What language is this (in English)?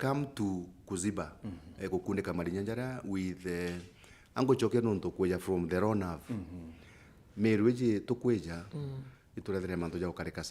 Meru